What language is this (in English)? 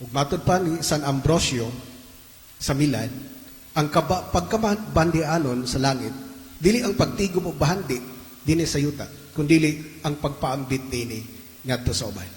Cebuano